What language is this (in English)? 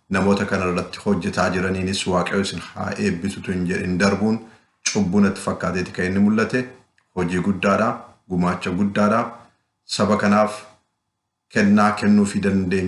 Oromo